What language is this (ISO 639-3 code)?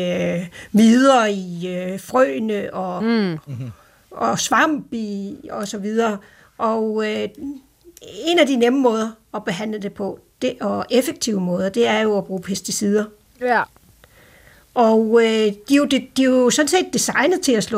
dan